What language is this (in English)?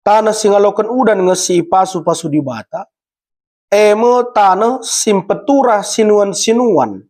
Batak Karo